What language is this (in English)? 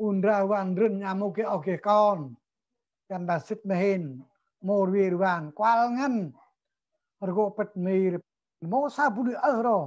Central Mnong